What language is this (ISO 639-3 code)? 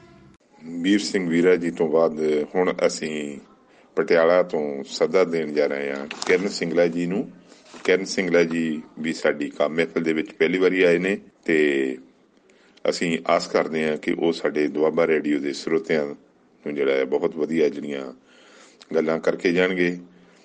pan